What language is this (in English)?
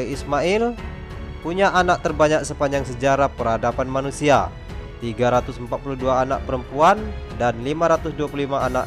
Indonesian